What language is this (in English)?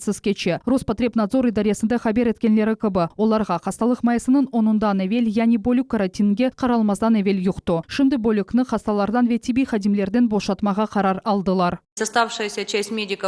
Crimean Tatar